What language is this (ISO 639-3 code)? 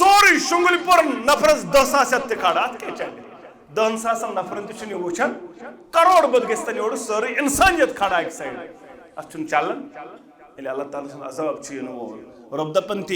kas